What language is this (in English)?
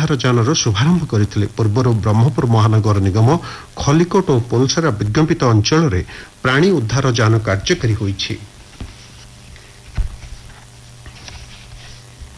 Odia